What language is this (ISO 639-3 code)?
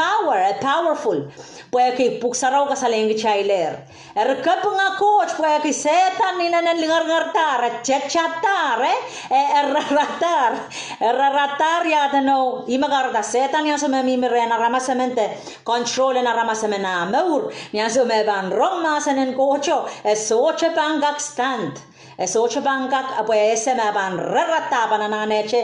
pon